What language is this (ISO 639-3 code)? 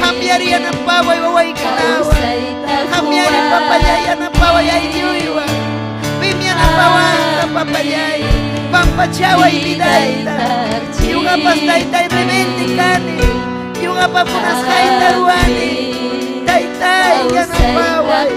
quy